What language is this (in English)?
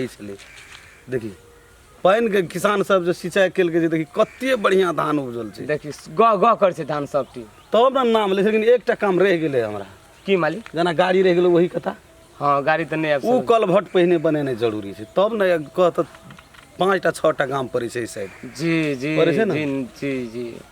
Maithili